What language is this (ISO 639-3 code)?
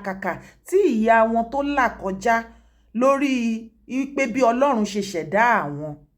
yor